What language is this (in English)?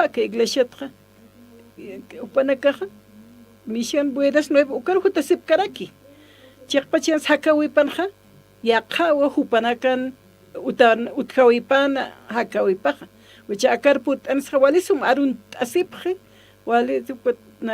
Aymara